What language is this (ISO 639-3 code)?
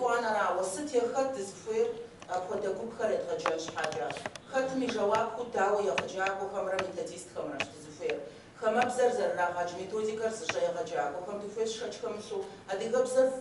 kbd